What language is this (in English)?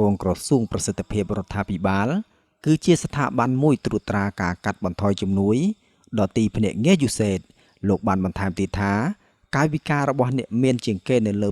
Khmer